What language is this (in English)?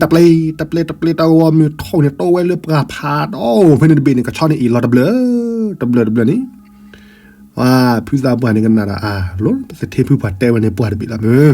S'gaw Karen